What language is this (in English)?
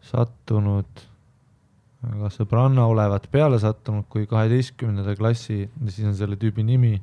Estonian